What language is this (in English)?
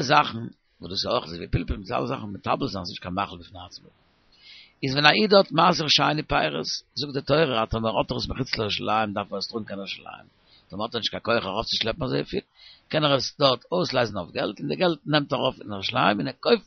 Yiddish